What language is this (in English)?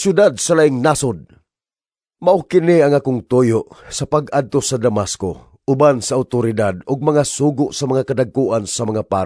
Cebuano